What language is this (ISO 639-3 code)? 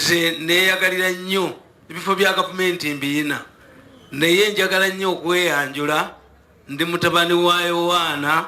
lug